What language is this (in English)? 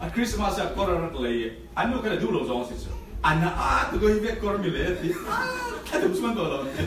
Falam Chin